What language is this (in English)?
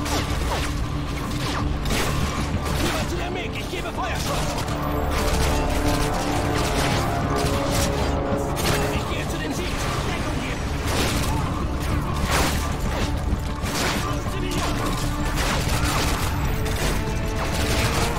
German